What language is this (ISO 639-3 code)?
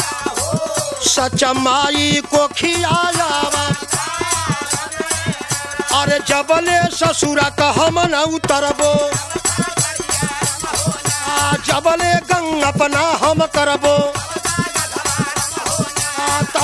bho